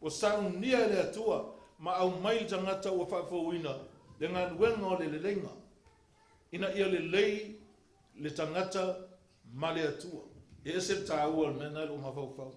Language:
Samoan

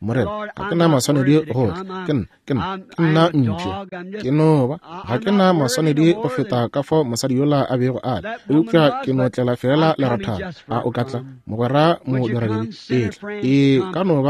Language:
Northern Sotho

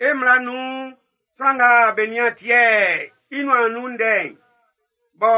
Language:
Baoulé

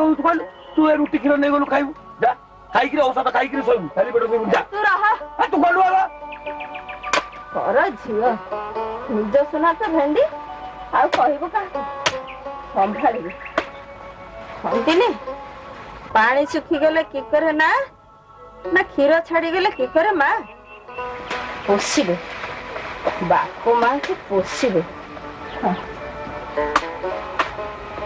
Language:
Odia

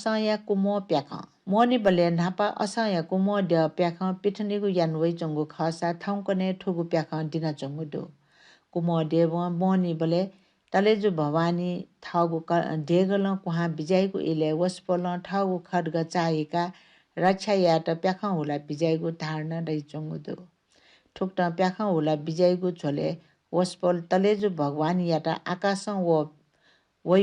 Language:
Newari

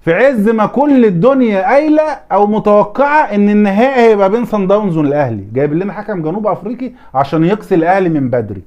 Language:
Egyptian Arabic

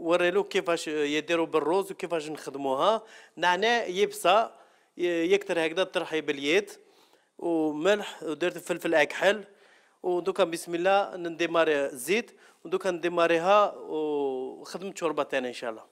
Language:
Algerian Arabic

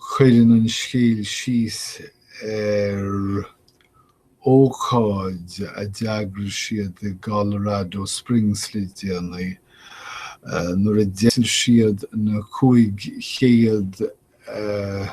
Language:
Irish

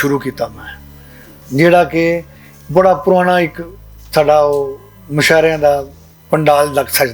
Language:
Western Panjabi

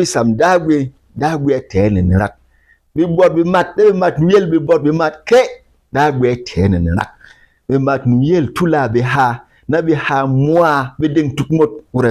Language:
Berom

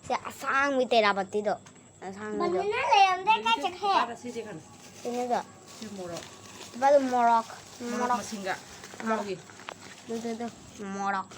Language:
Manipuri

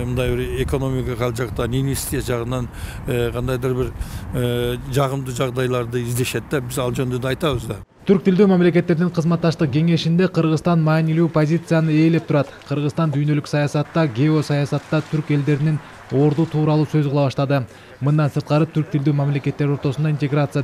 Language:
Kyrgyz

